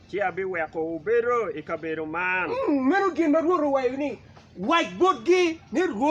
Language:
Acoli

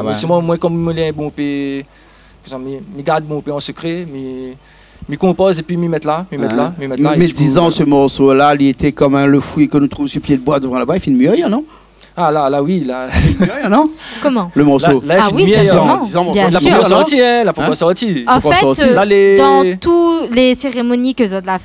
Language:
Réunion Creole French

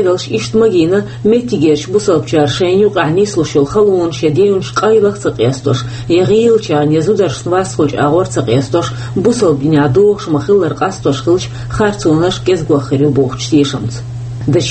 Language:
Chechen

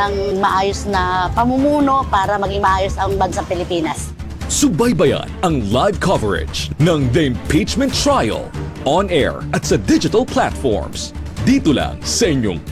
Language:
Filipino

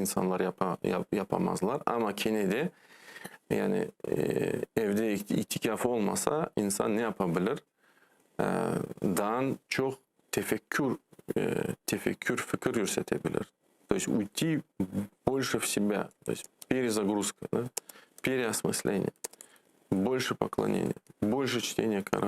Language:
Crimean Tatar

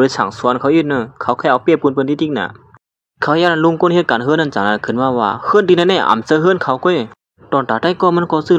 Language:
Shan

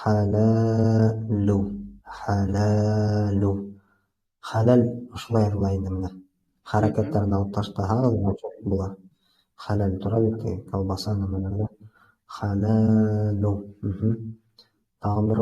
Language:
Bashkir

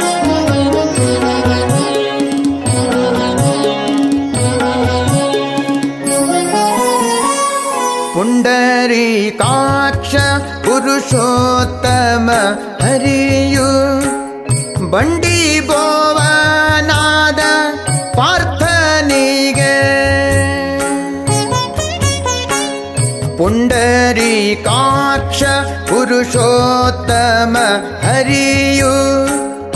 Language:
Kannada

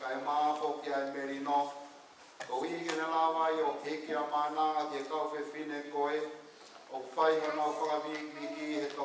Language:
Tongan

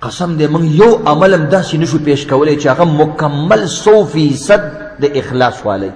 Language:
Pashto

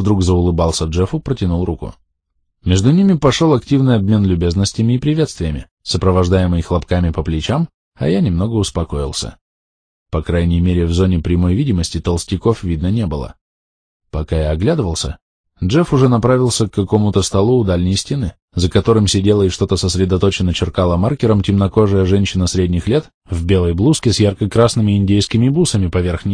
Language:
Russian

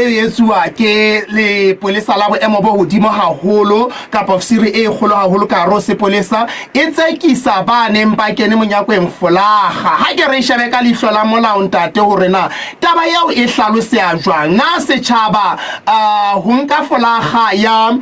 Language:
Southern Sotho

